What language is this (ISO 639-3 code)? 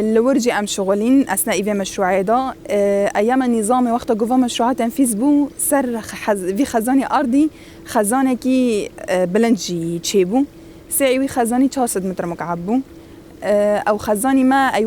kur